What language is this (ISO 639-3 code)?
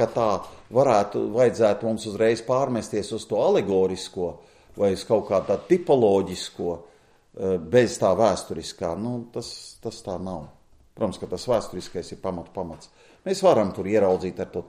lav